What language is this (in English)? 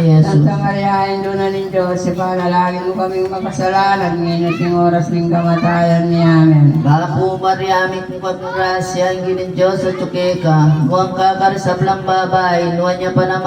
Pampanga